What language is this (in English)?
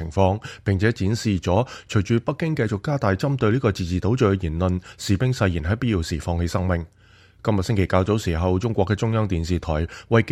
Cantonese